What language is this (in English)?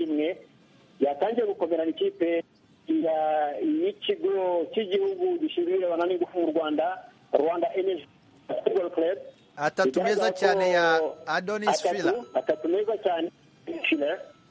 Kinyarwanda